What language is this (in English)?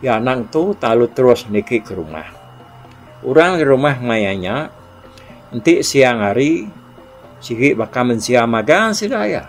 Iban